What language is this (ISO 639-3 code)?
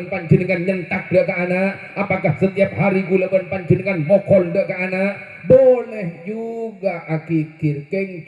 mad